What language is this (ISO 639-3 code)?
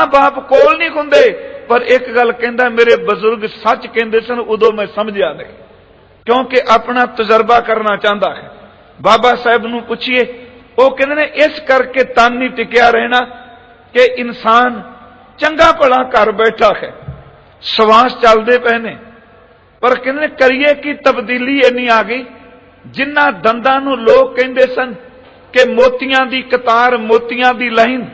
pan